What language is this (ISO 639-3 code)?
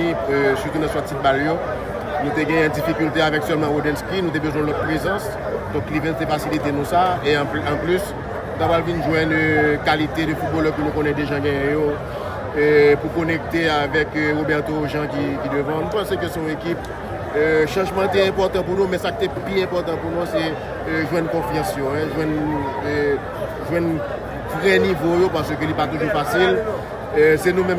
hat